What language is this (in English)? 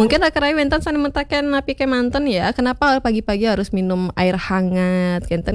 Balinese